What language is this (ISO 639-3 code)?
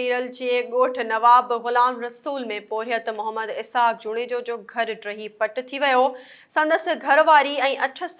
snd